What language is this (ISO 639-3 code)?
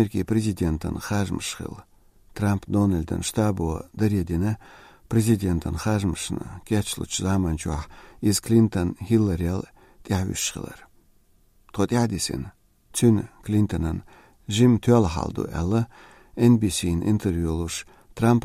che